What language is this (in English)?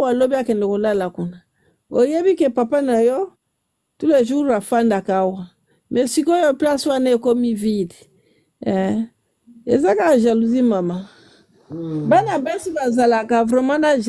Lingala